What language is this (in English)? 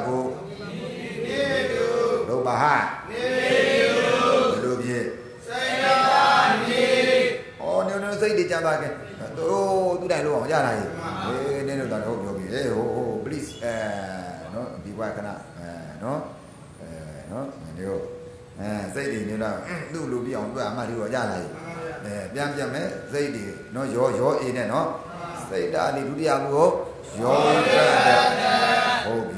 Burmese